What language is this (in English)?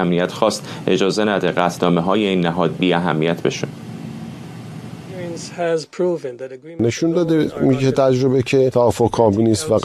Persian